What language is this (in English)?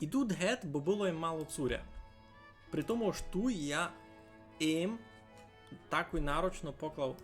Rusyn